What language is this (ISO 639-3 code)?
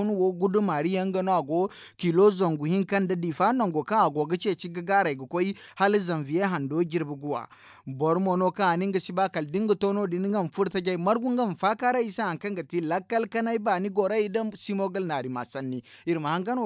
dje